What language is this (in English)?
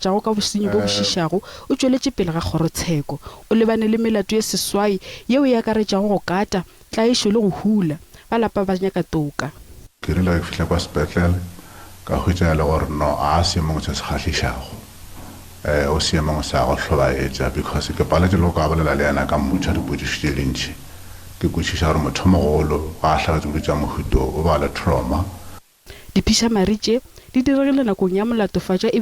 Northern Sotho